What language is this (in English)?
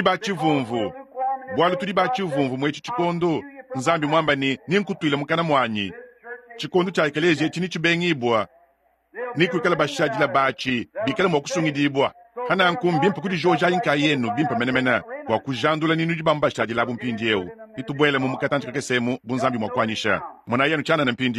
Luba-Lulua